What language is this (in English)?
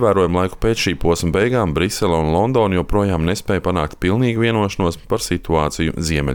Latvian